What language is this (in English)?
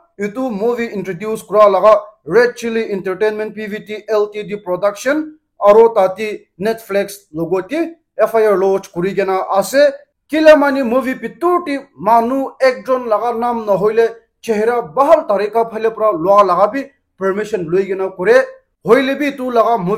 Naga Pidgin